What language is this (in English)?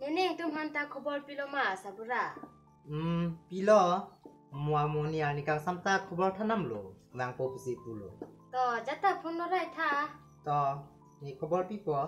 Karbi